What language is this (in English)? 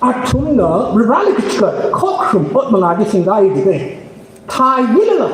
Tangkhul Naga (India)